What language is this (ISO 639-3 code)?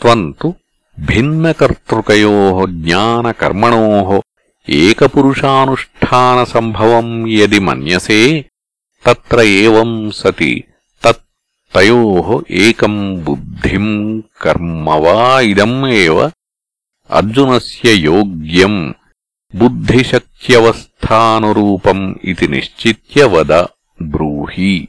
san